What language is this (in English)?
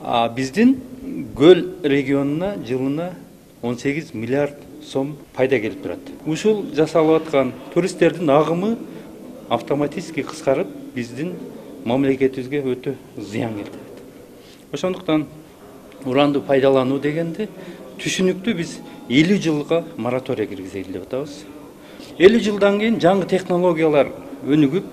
Kyrgyz